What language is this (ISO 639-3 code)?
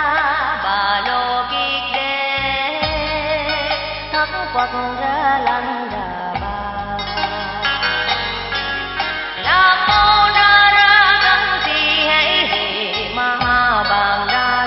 vie